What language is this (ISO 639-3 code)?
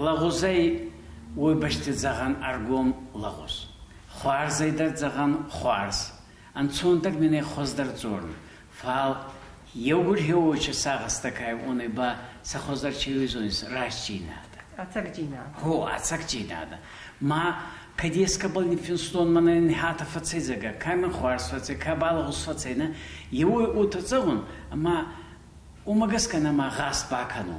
oss